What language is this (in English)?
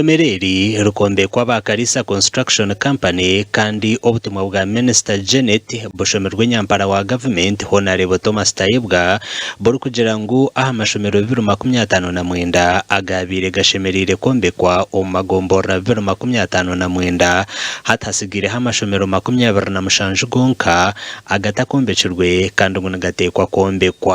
Nyankole